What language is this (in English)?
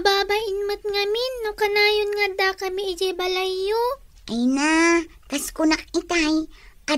Iloko